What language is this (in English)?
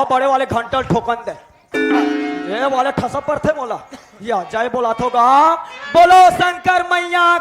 Chhattisgarhi